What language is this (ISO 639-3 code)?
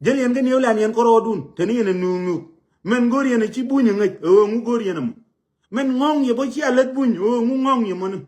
nus